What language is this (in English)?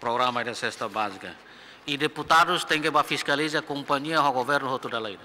Tetum